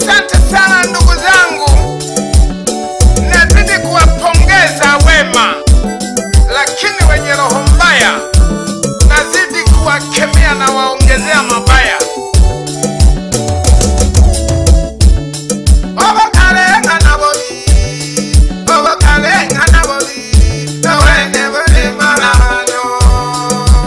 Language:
Swahili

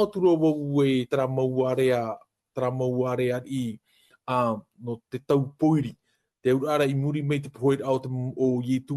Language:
Tahitian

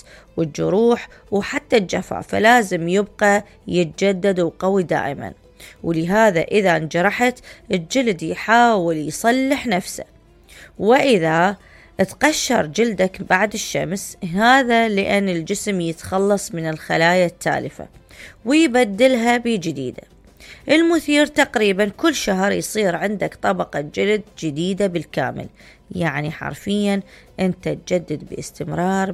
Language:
Mesopotamian Arabic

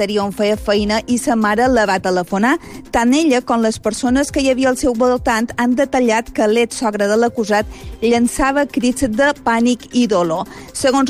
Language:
Catalan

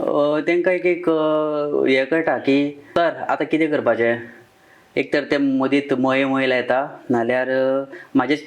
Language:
Konkani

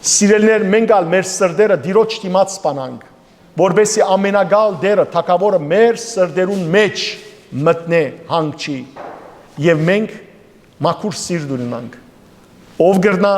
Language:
Western Armenian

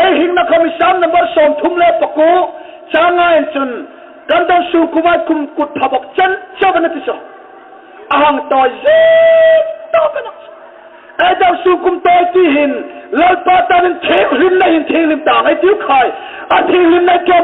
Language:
Hmar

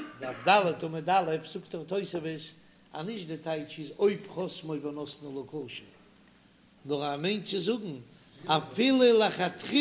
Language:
Yiddish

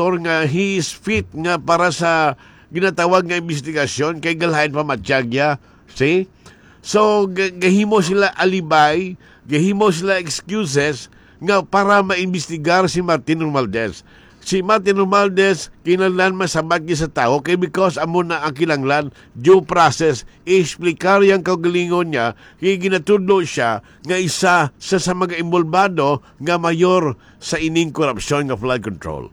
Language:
Hiligaynon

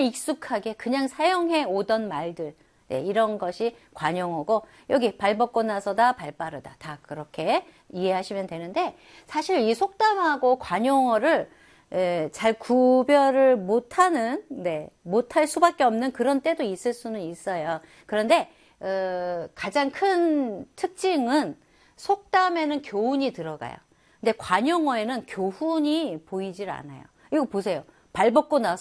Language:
Korean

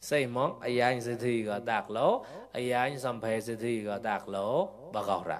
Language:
Mon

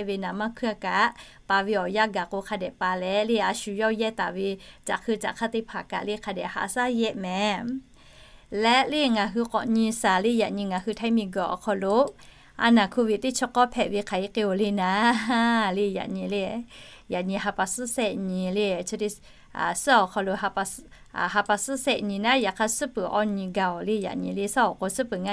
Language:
Lahu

